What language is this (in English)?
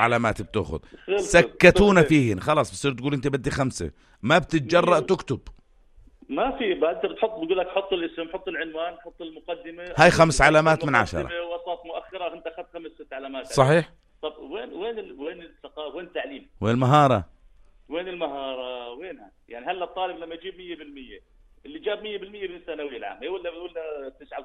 North Levantine Arabic